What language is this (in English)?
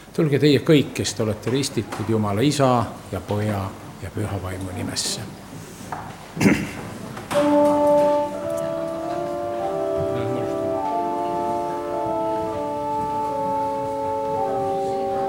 Estonian